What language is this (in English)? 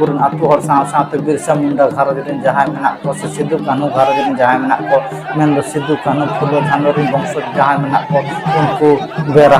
Santali